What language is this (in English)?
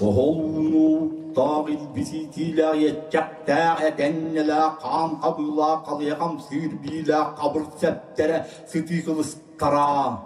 Yakut